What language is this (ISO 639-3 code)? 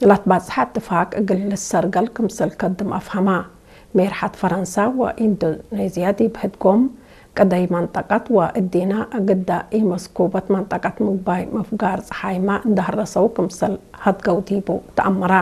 tig